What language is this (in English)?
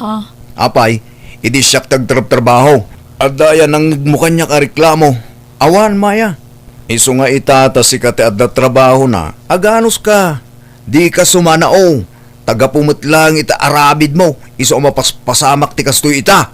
Iloko